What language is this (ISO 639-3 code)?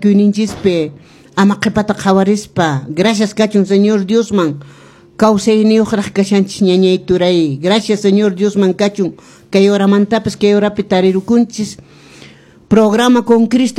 que